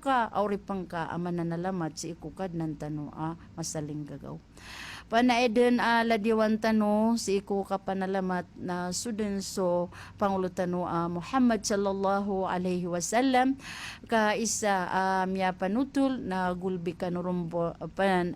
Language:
Maranao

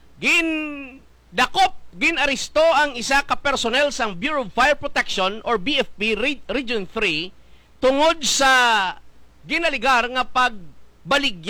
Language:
Hiligaynon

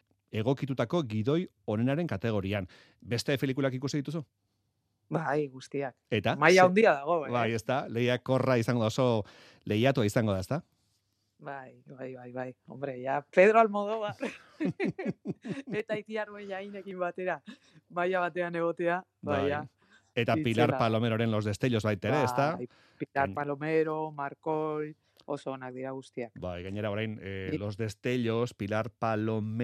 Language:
Basque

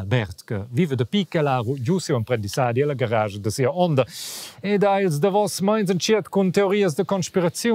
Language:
Romansh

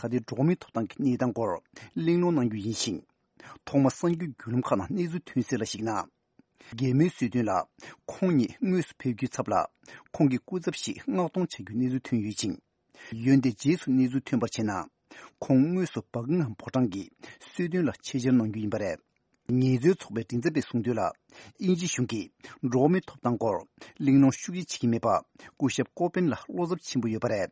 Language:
Tibetan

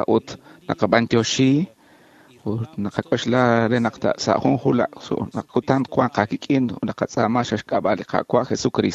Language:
Kekchí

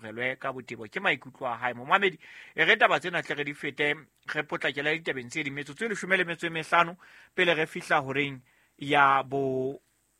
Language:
Southern Sotho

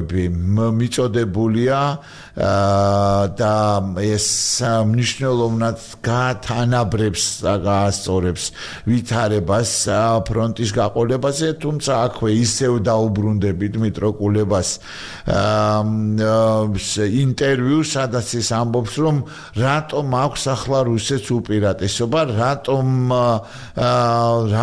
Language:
Georgian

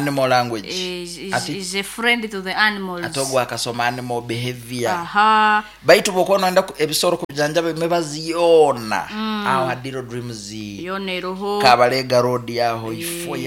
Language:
Nyoro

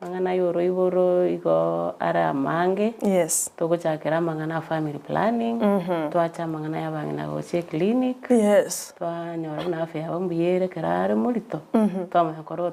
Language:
Gusii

